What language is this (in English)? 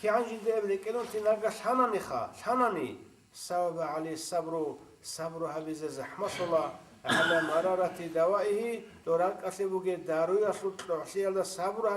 Avaric